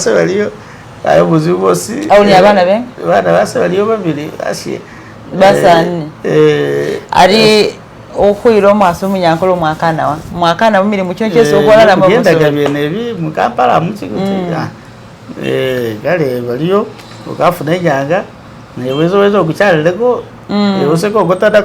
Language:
Masaaba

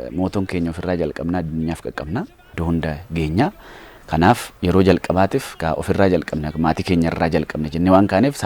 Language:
Oromo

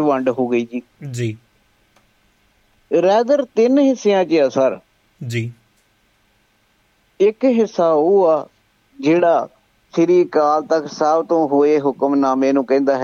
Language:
Punjabi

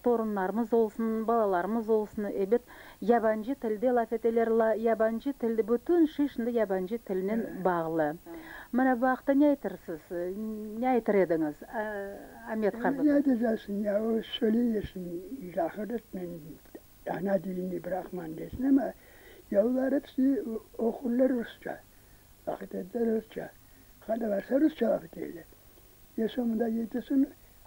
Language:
Crimean Tatar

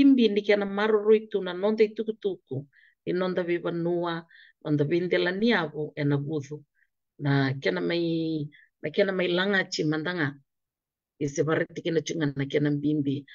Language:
Fijian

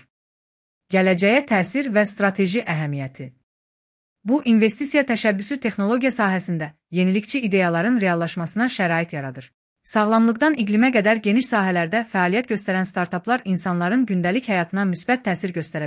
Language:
Azerbaijani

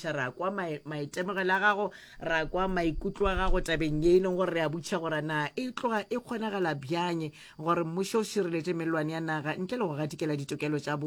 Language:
Northern Sotho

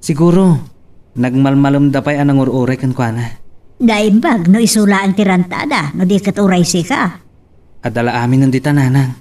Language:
Iloko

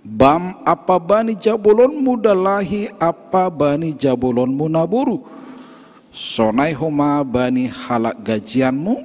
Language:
Batak Simalungun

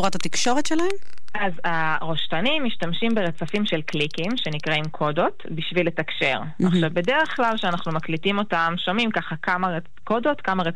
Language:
Hebrew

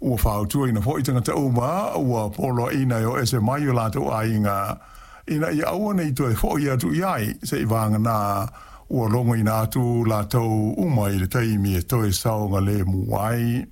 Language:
Samoan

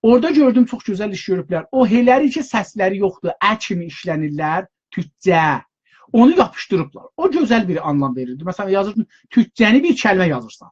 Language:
South Azerbaijani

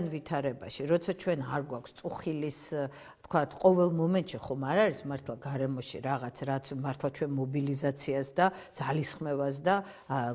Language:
Georgian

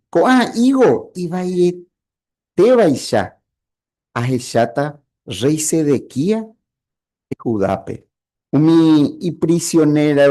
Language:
Guarani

